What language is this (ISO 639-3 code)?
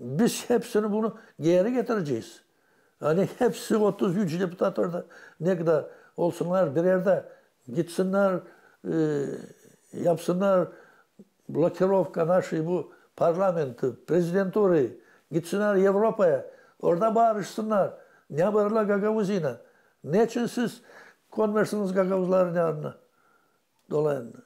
gag